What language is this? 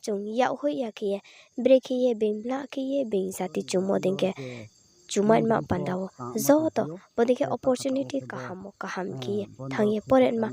Riang (India)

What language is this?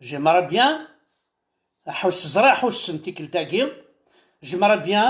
Kabyle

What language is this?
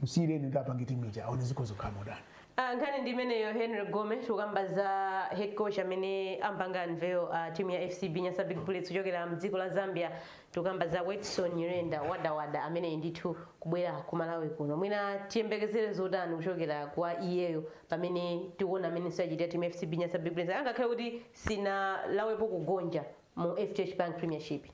Nyanja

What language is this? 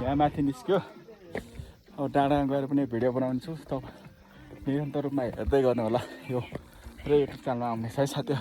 Nepali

